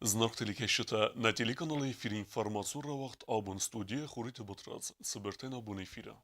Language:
Ossetic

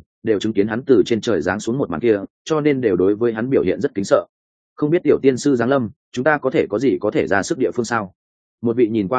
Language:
Vietnamese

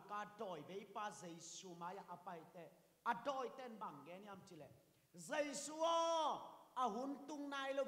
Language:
Tedim Chin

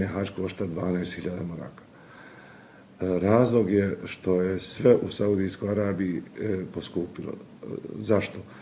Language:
Bosnian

